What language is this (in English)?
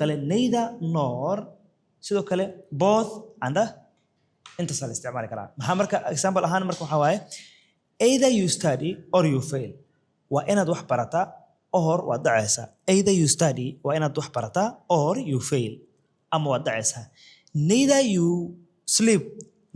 Somali